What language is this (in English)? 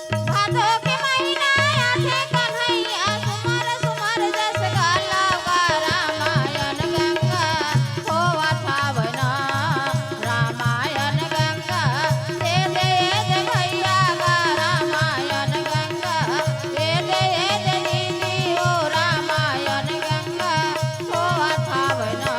Chhattisgarhi